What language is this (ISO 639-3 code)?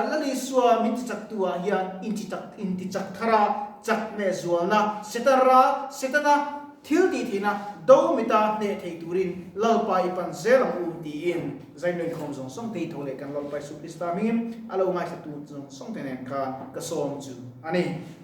lus